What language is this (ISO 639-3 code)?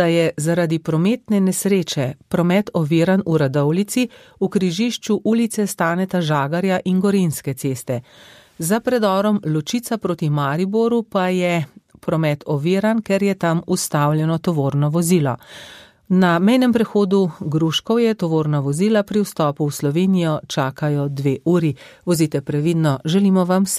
slv